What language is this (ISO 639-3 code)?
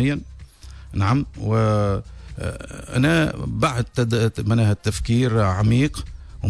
aeb